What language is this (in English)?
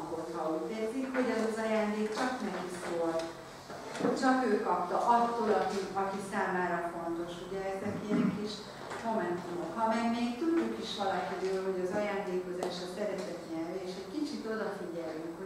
Hungarian